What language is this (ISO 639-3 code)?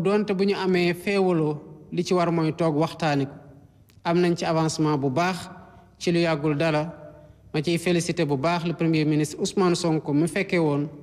wol